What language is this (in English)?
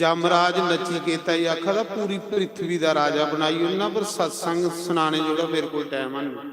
Dogri